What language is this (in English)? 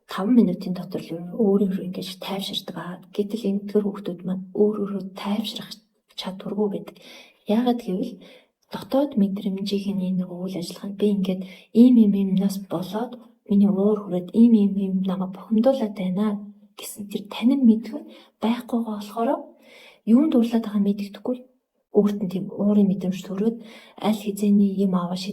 Mongolian